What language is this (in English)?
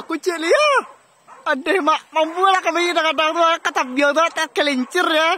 Minangkabau